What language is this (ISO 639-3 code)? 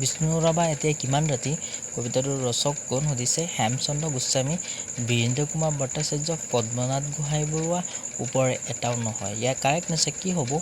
asm